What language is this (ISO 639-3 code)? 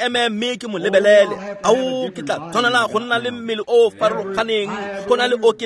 tsn